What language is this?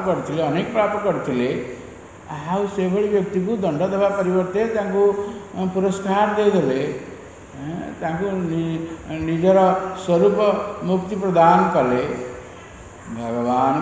Odia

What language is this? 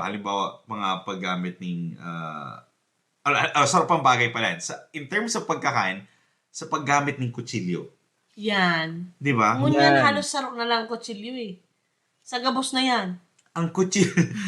Bikol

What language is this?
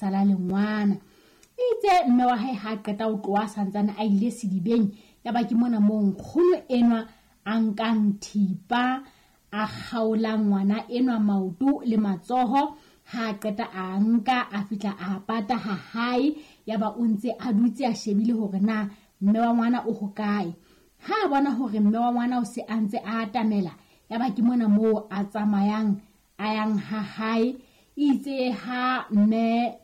Southern Sotho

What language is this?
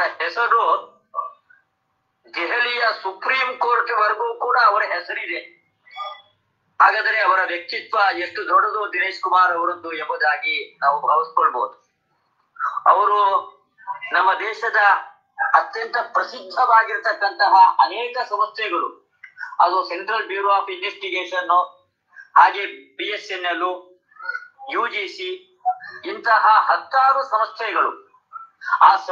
Kannada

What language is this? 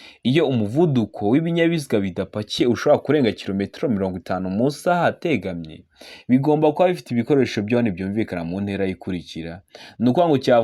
Kinyarwanda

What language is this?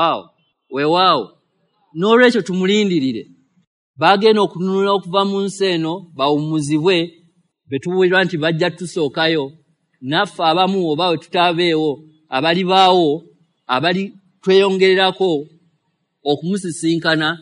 Ganda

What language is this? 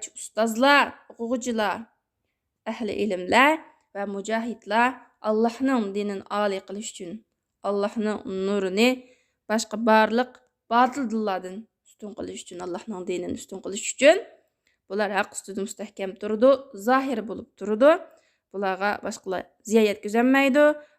Uyghur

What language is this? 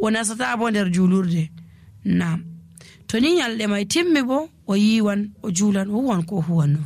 Nigerian Fulfulde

